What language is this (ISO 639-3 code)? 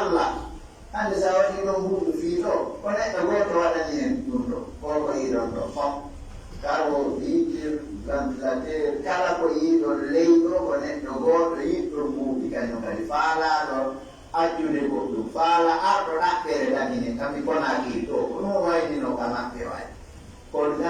fuf